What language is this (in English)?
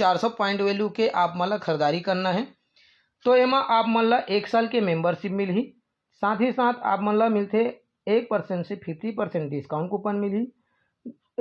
Chhattisgarhi